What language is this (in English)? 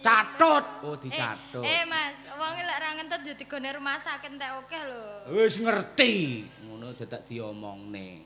Javanese